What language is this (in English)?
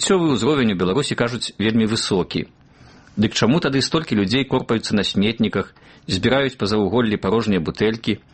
Belarusian